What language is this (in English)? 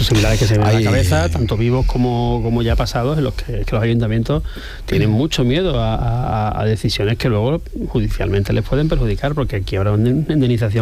Spanish